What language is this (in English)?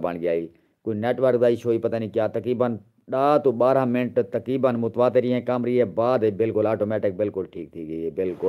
Saraiki